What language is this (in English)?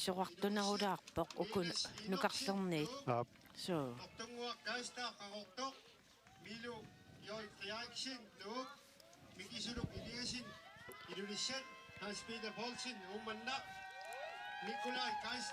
Kalaallisut